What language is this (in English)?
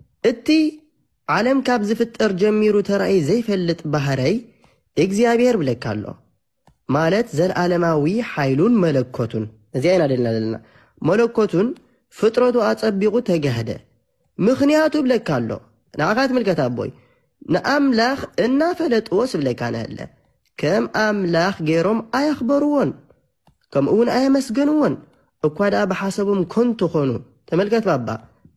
Tigrinya